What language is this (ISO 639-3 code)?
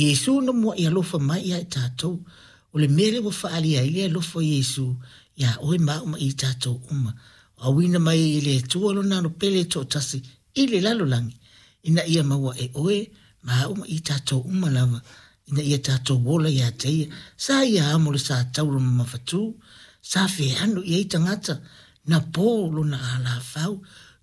smo